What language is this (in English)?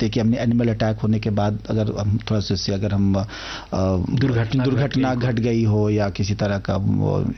Hindi